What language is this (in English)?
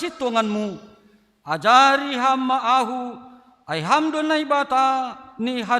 Batak Simalungun